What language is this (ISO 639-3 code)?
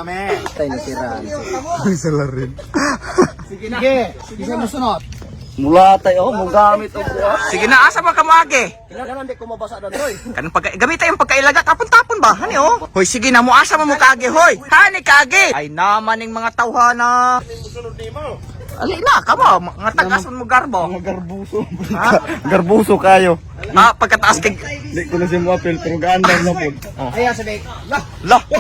ceb